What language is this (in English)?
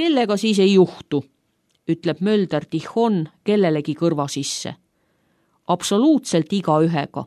Estonian